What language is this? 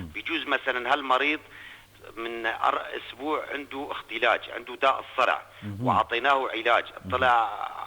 North Levantine Arabic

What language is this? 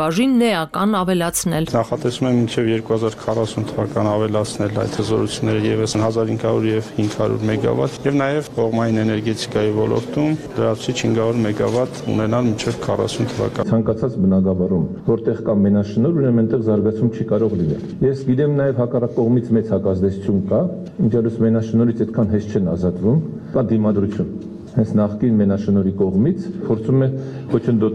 Armenian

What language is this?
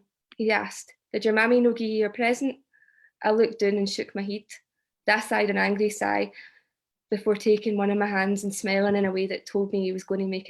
Scots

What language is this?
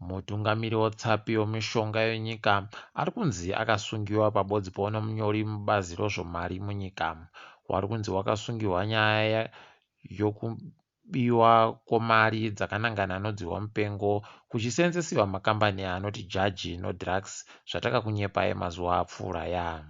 Ndau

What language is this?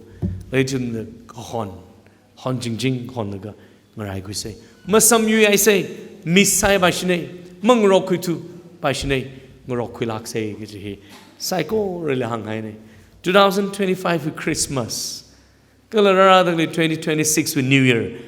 Tangkhul Naga (India)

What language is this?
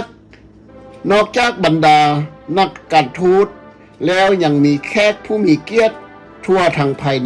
Lao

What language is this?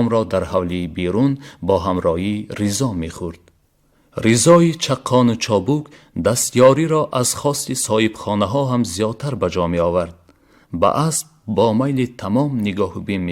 Tajik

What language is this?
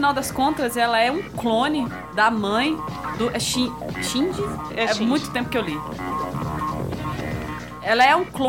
Portuguese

